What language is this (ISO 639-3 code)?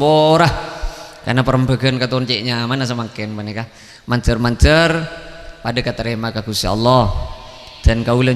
mad